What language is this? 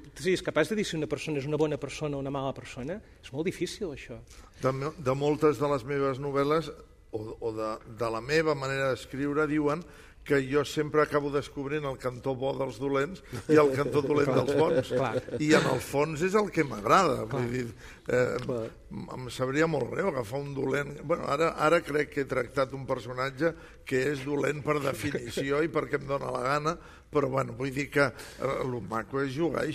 Catalan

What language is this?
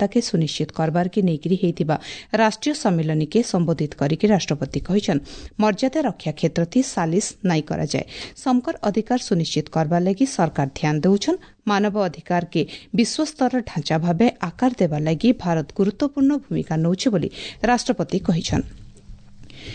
Odia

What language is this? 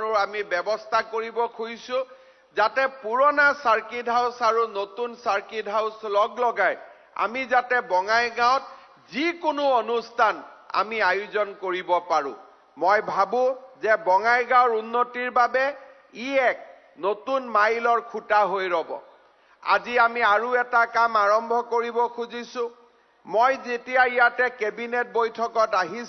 Assamese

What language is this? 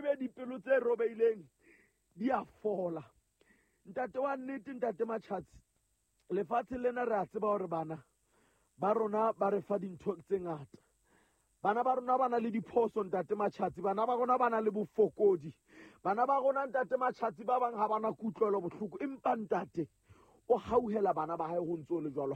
Southern Sotho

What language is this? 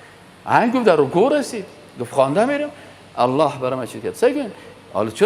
Persian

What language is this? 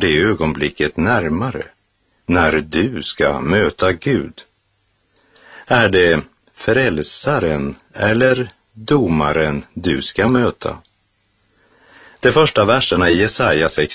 Swedish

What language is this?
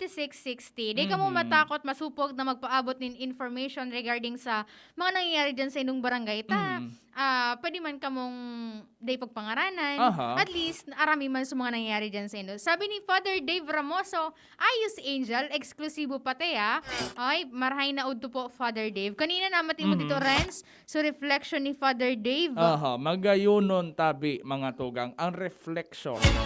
Bikol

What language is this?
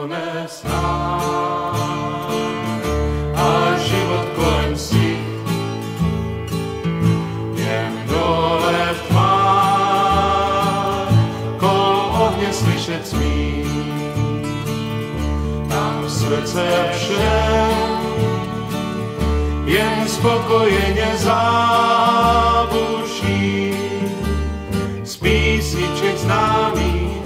Czech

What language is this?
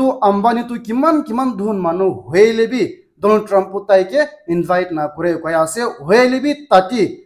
Naga Pidgin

